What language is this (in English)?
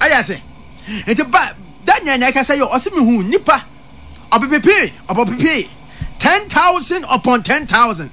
Akan